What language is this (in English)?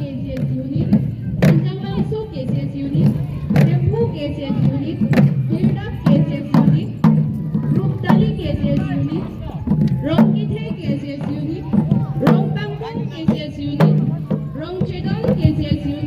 Karbi